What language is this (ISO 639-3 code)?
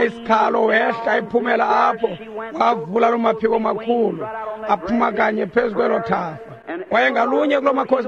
xho